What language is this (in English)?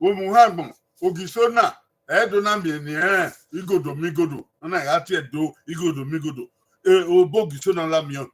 Bini